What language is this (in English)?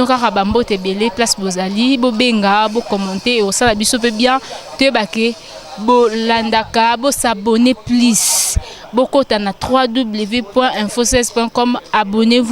Lingala